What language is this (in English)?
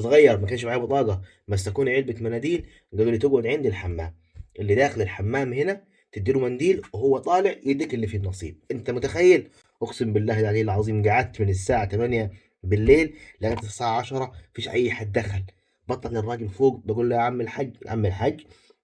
Egyptian Arabic